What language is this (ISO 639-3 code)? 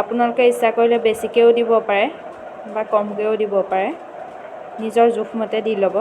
asm